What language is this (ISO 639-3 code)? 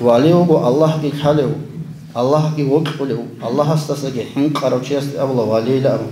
ava